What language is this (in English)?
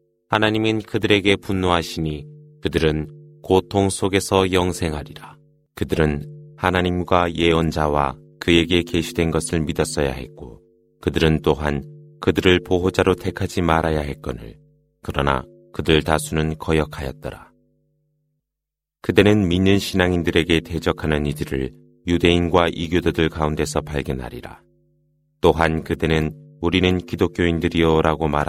Korean